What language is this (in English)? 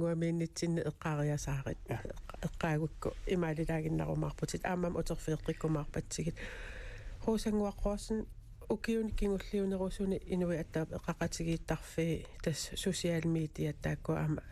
Kalaallisut